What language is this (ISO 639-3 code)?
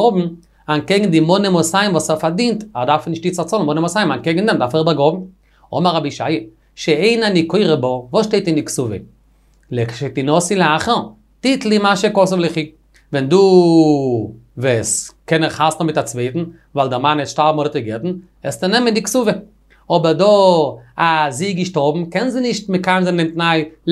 yid